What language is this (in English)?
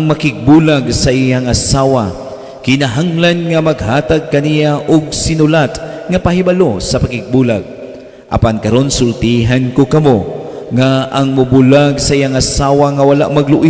Cebuano